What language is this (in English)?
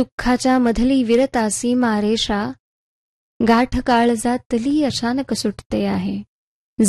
Marathi